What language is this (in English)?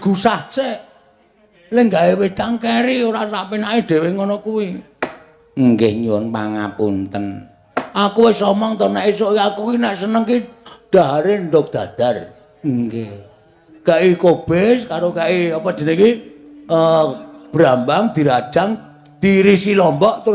Javanese